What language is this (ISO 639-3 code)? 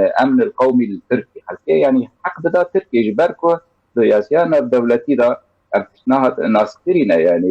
kur